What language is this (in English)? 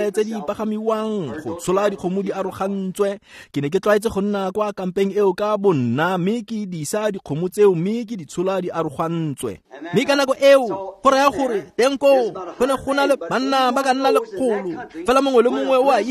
Tswana